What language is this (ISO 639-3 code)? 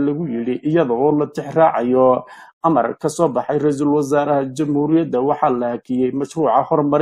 som